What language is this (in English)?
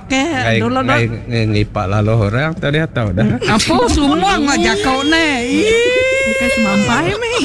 Iban